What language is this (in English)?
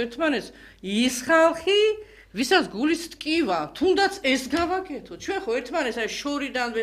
Georgian